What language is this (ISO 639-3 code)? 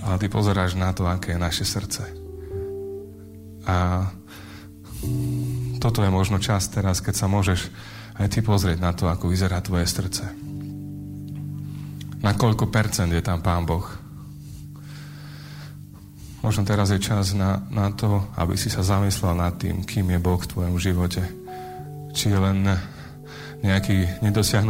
slk